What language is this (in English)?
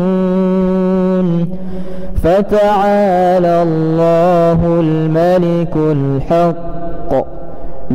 Arabic